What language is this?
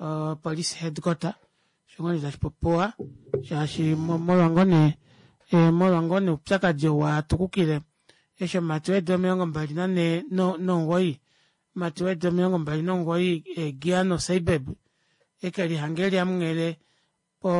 Kuanyama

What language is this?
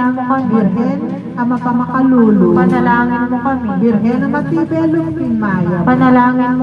Pampanga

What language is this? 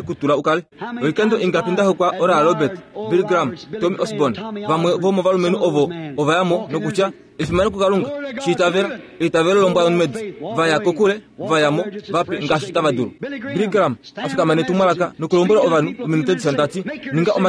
Kuanyama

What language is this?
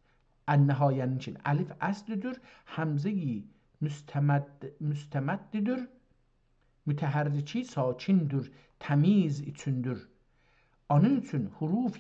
South Azerbaijani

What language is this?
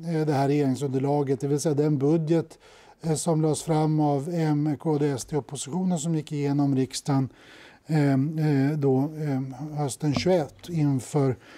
Swedish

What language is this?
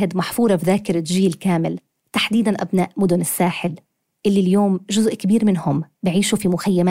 North Levantine Arabic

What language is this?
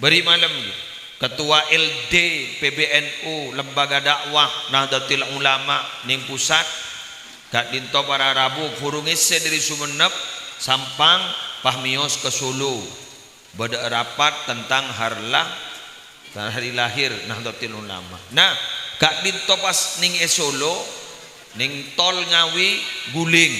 Madurese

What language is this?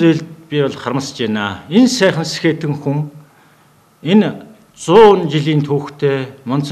Mongolian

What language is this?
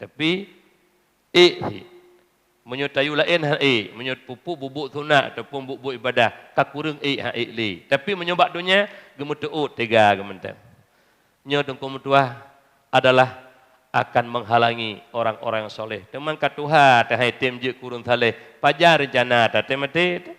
Achinese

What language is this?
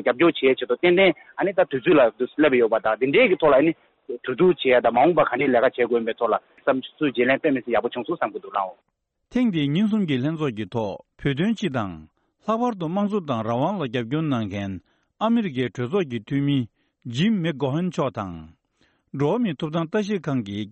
Tibetan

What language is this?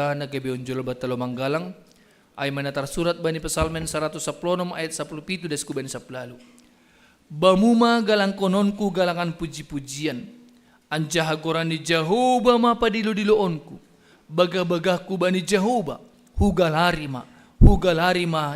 Batak Simalungun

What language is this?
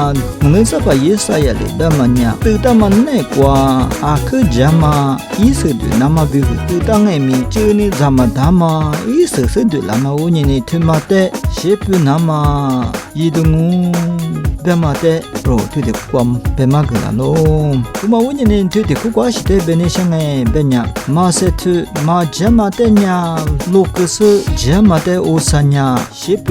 Lisu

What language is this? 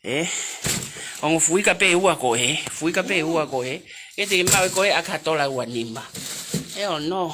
Tongan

